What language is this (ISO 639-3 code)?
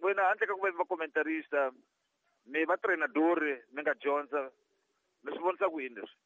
tso